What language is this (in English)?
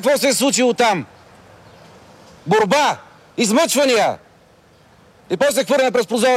Bulgarian